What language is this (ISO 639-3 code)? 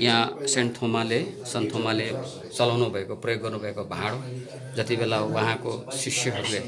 nep